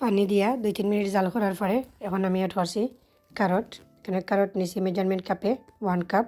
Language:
Sylheti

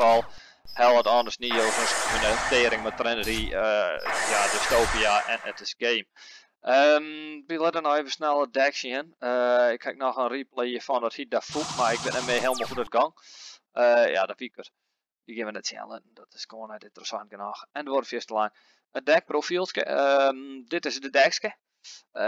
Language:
Western Frisian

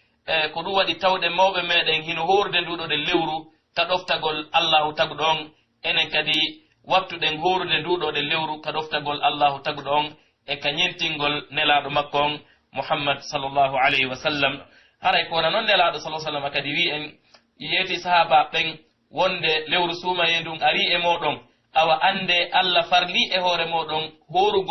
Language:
Pular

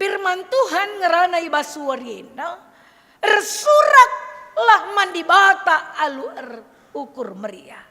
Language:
Batak Karo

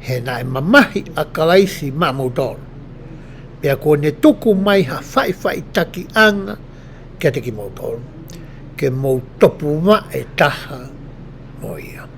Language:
Tongan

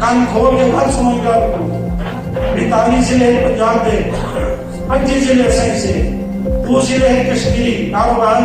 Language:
Saraiki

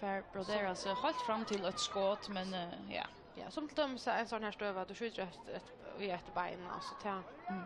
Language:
Faroese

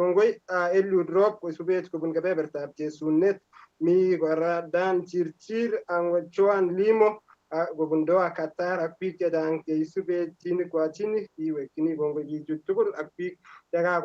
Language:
Kalenjin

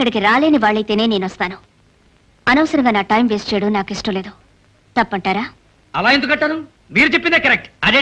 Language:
Telugu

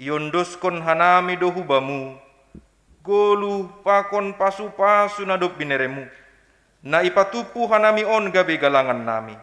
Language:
Batak Simalungun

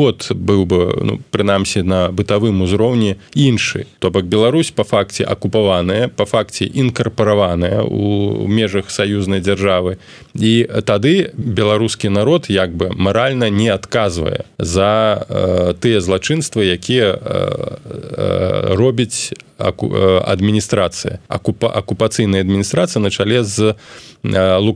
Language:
Belarusian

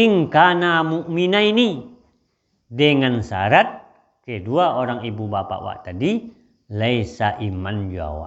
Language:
Minangkabau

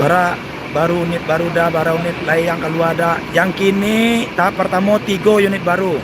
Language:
Minangkabau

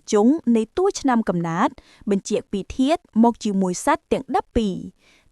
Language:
Khmer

